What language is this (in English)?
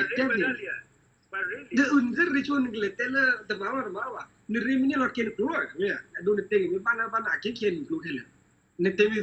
S'gaw Karen